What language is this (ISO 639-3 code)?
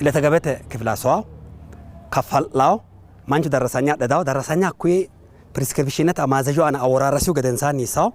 sid